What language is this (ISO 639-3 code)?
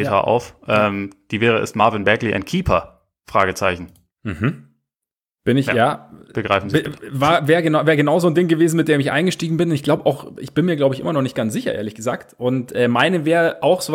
deu